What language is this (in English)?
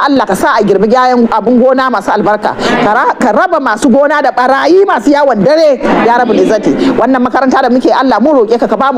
Hausa